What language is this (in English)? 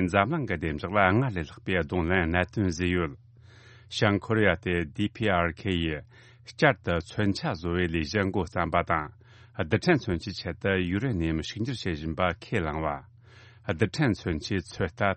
Tibetan